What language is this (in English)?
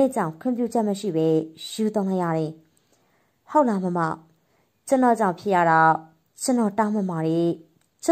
Burmese